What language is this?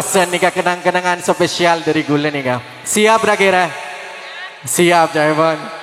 Madurese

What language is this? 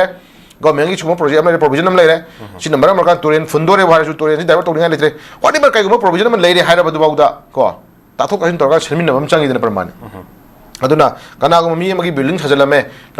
Manipuri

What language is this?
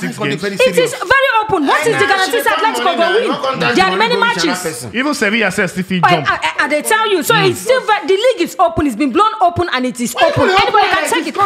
Nigerian Pidgin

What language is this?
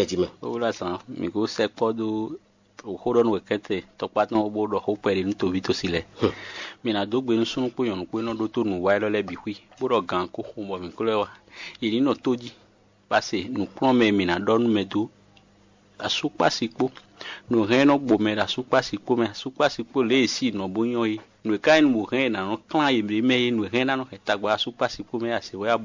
Fon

